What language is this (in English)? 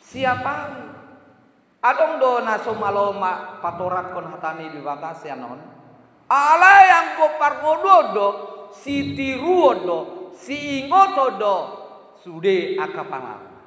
Batak Toba